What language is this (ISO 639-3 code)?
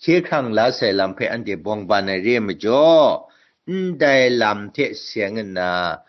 kac